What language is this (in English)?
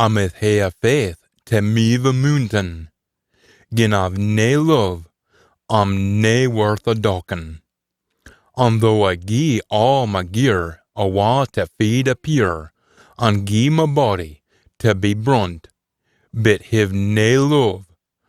Scots